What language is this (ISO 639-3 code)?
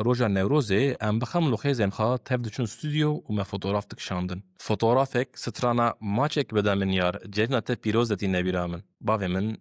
kur